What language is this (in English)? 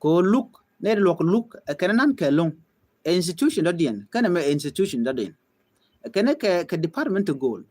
Nuer